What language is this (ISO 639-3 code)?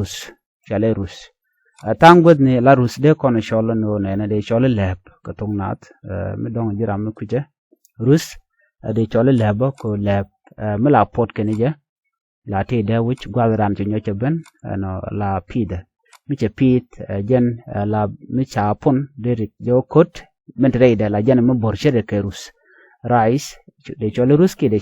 nus